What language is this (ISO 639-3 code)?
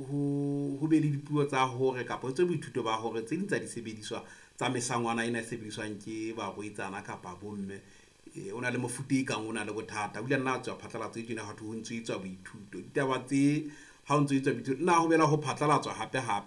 sot